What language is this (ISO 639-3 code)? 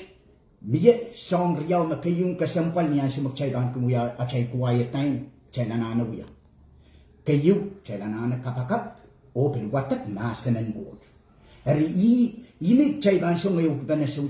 pon